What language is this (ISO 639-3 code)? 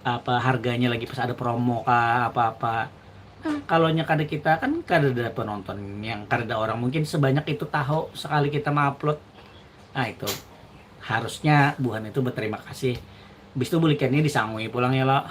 bjn